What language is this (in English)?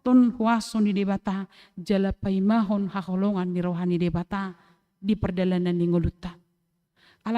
Batak Toba